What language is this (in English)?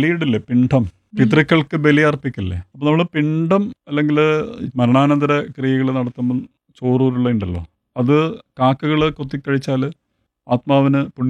Malayalam